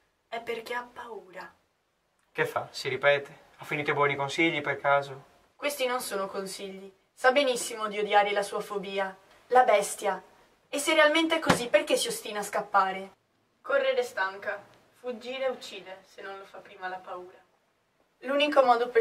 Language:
Italian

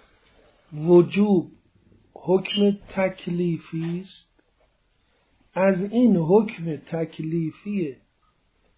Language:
Persian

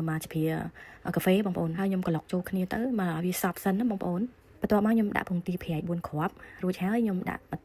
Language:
Khmer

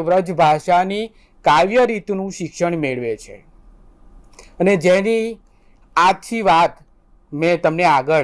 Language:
Gujarati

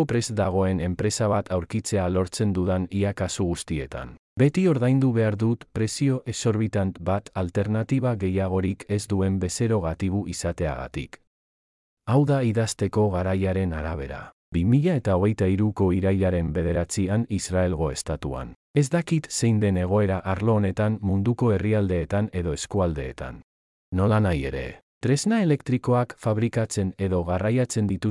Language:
Basque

